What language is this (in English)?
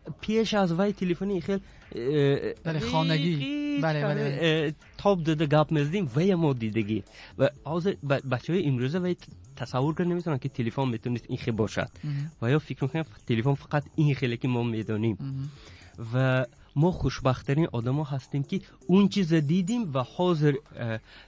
Tajik